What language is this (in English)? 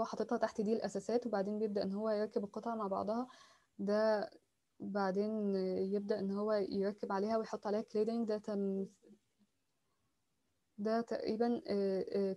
Egyptian Arabic